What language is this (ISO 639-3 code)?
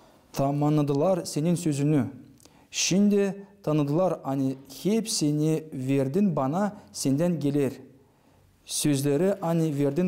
gag